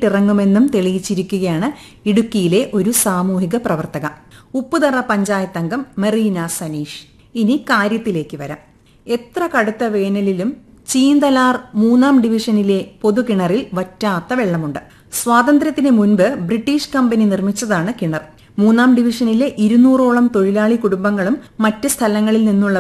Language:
Malayalam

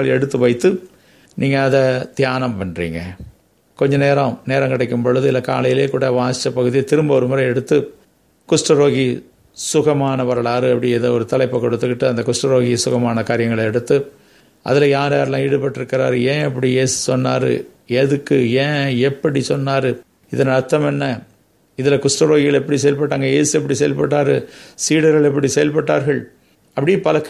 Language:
Tamil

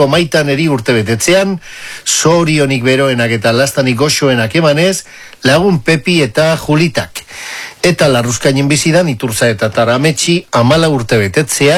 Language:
Basque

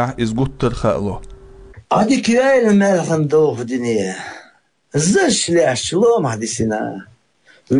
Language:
Chechen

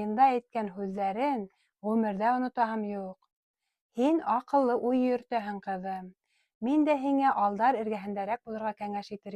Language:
Bashkir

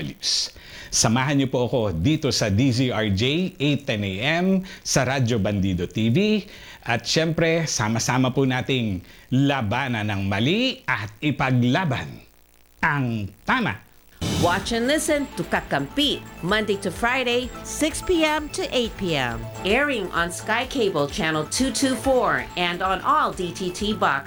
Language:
Filipino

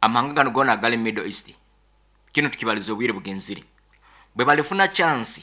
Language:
Nyankole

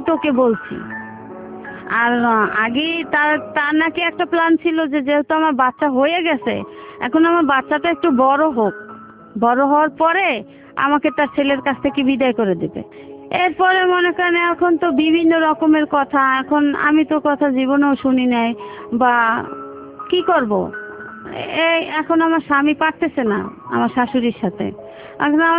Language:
Bangla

